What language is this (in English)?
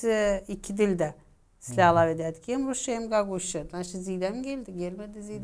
Gagauz